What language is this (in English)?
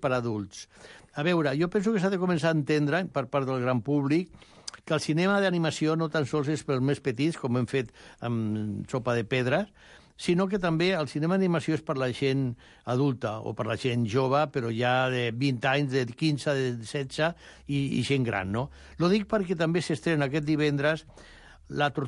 Catalan